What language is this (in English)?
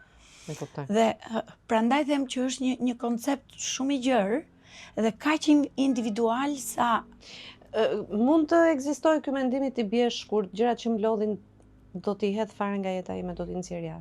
Albanian